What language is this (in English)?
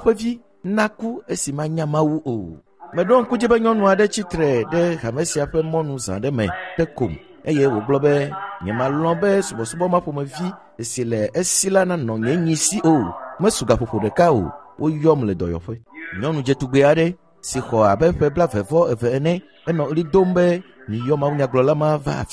Ewe